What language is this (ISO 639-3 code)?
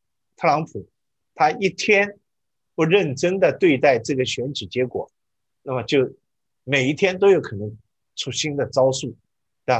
zho